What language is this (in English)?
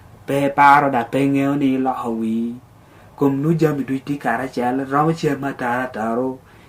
Lango (Uganda)